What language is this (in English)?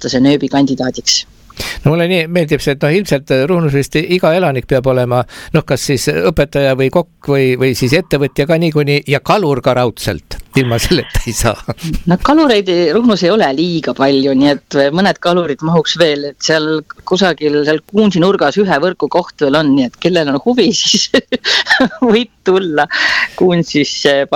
Estonian